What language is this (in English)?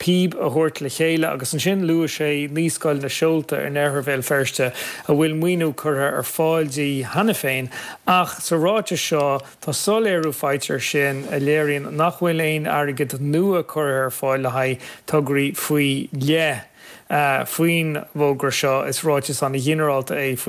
Irish